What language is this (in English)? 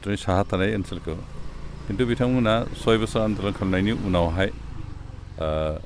Bodo